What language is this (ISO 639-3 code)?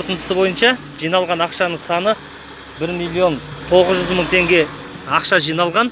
kaz